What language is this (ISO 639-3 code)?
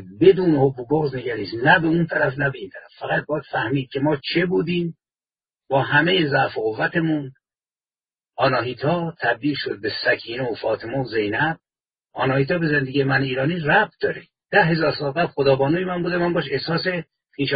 fas